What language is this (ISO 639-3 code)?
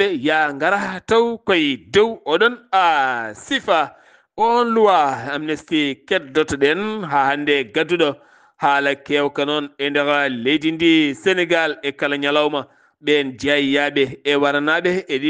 ful